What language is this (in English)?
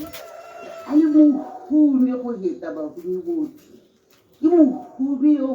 Tswana